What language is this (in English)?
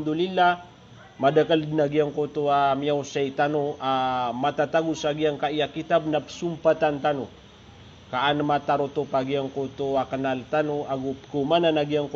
Maranao